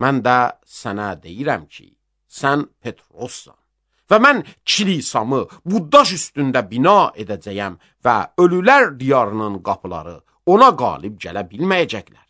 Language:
Azerbaijani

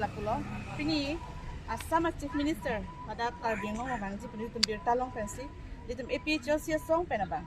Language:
Karbi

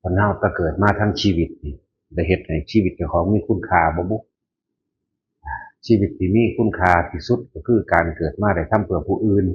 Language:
Northeastern Thai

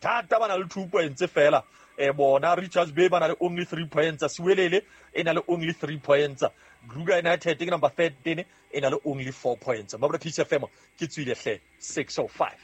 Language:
Southern Sotho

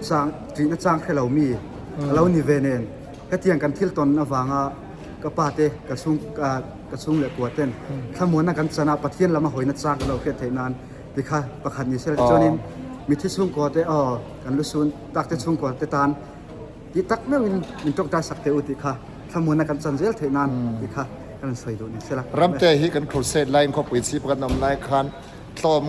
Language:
Mizo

